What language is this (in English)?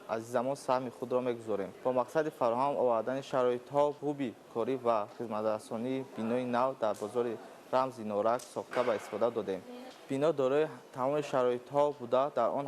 Tajik